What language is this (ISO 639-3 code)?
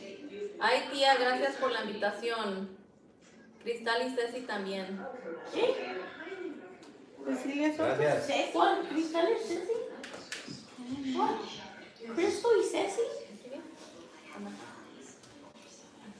spa